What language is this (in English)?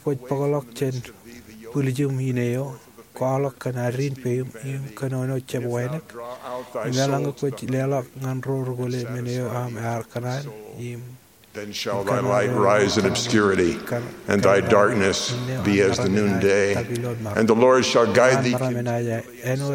Marshallese